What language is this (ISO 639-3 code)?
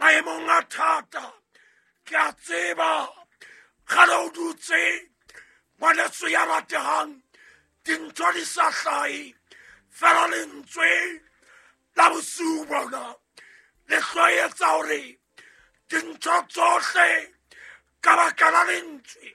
sot